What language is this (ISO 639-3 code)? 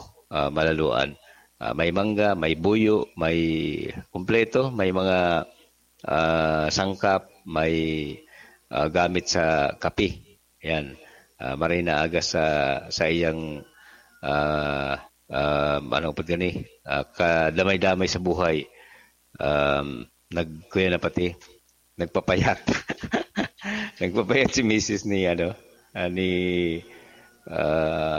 bik